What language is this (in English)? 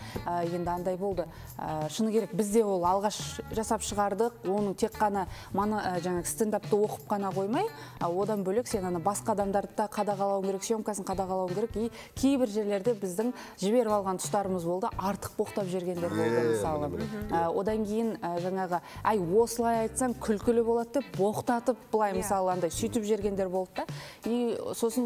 Kazakh